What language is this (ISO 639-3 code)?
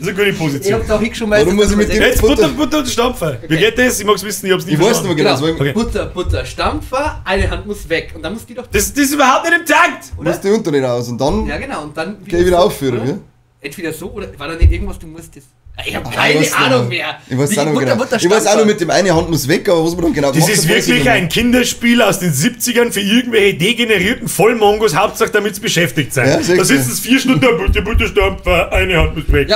bar